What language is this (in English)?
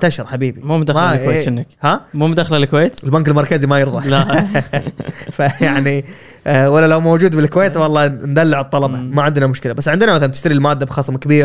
Gulf Arabic